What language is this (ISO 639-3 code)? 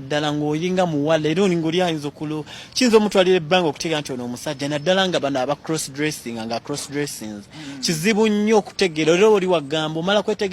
lug